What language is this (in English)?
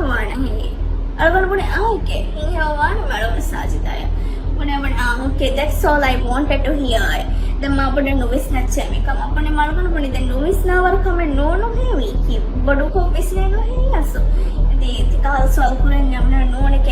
Divehi